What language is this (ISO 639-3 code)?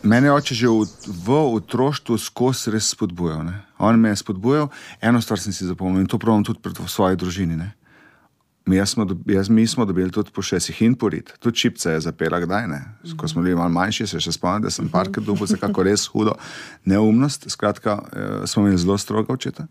slv